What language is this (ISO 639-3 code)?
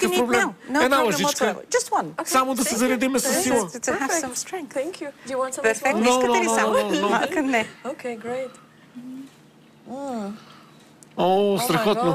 bul